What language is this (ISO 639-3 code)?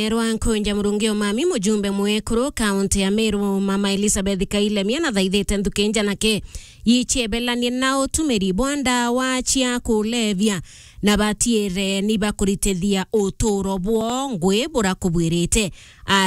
mer